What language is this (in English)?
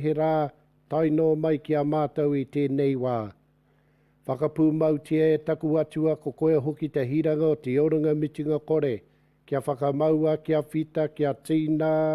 Māori